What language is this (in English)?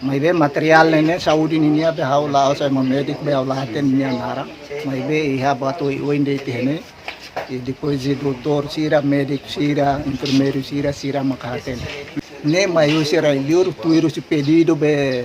Tetum